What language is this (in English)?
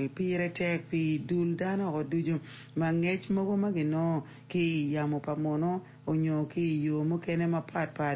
Acoli